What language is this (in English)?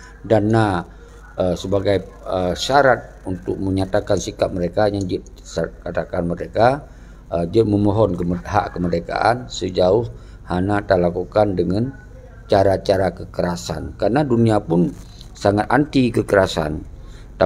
Achinese